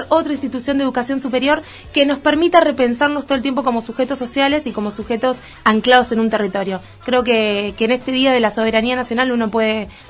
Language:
Spanish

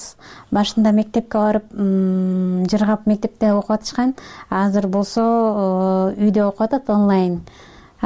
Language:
Kyrgyz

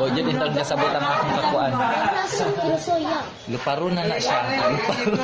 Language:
Cebuano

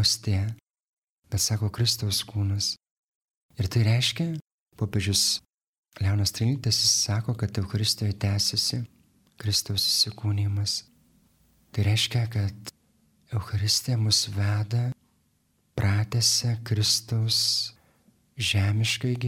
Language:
Lithuanian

